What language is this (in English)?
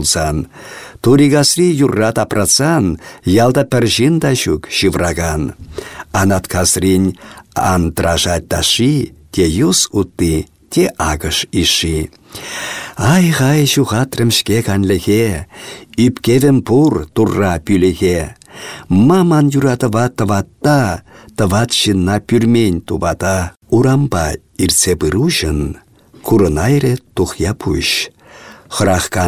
Chuvash